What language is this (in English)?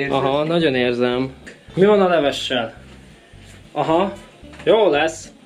Hungarian